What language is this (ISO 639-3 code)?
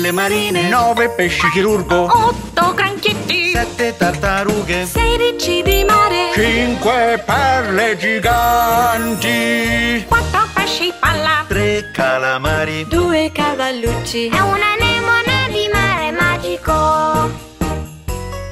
ita